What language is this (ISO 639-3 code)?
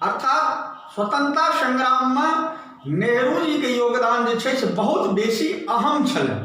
mai